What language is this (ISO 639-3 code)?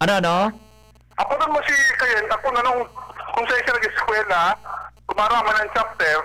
bik